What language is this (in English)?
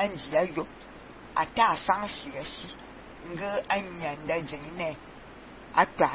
Fang